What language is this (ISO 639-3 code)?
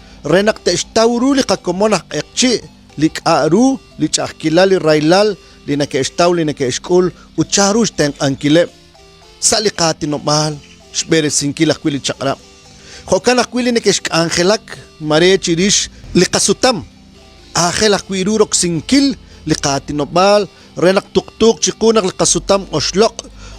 kek